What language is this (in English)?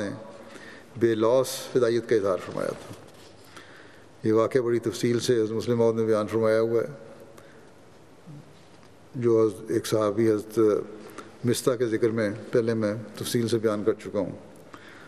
Urdu